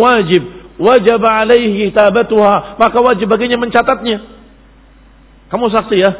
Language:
Indonesian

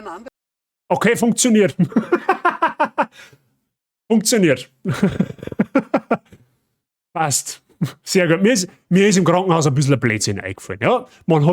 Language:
Bavarian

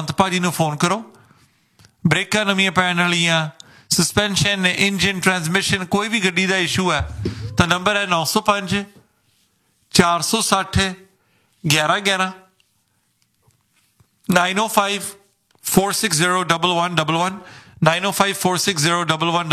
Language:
Punjabi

